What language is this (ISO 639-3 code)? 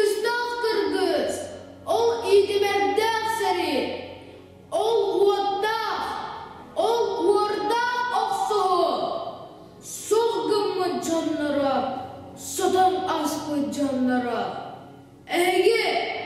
sah